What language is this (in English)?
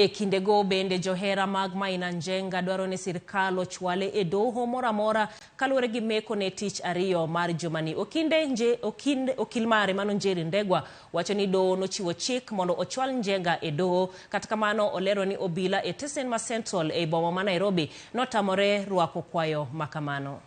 Luo (Kenya and Tanzania)